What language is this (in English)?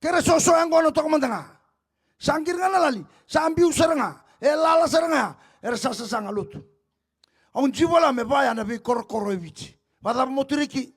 Fijian